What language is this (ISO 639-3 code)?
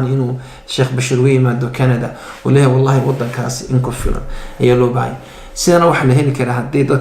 som